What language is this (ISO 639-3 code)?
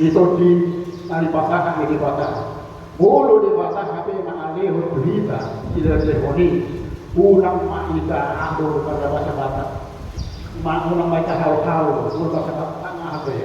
bbc